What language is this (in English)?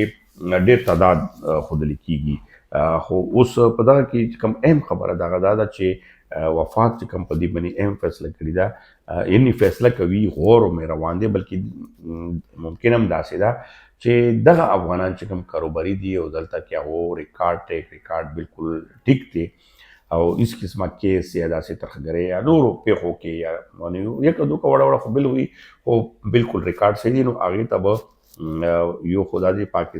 Pashto